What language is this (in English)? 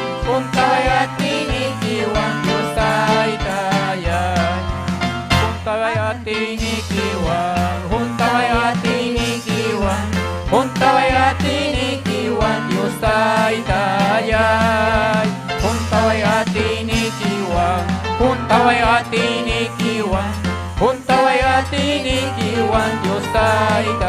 Ayacucho Quechua